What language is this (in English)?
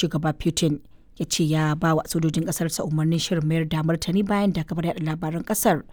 Hausa